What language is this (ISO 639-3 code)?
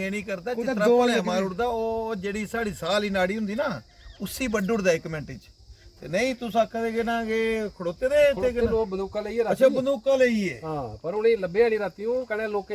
doi